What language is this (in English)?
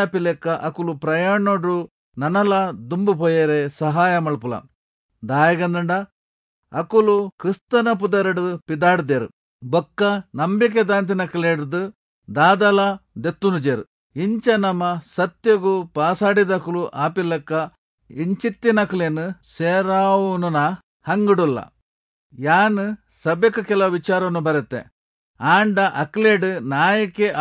Tulu